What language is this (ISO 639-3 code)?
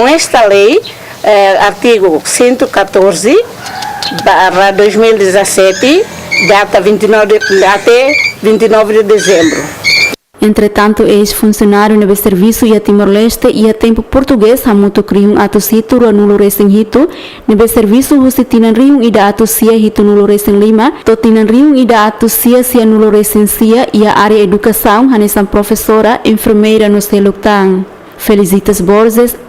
tet